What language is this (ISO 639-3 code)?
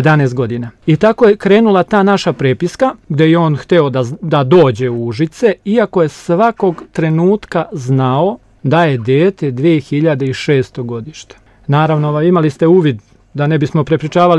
srp